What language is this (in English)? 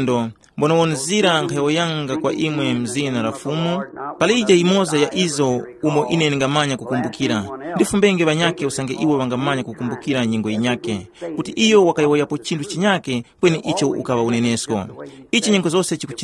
Tumbuka